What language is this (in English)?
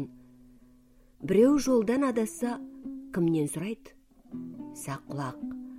Kazakh